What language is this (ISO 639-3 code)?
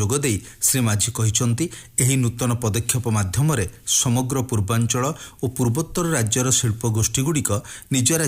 ori